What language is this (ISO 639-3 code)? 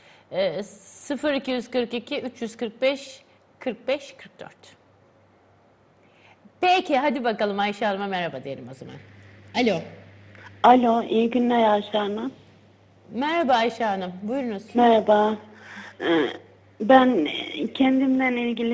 tur